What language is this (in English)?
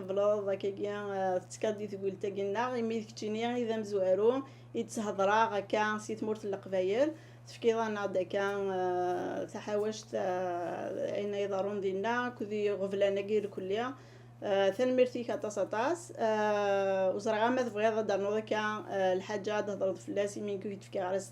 Kabyle